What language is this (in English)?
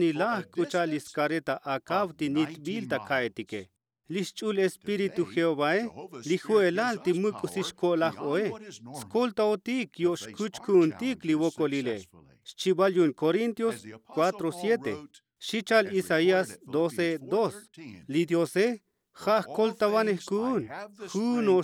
Tzotzil